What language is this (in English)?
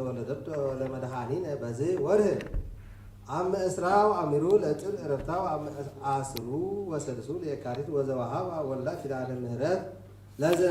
Geez